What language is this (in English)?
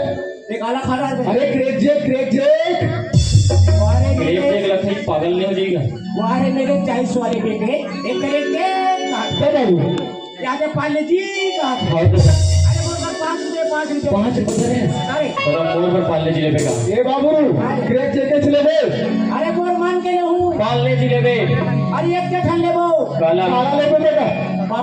Chhattisgarhi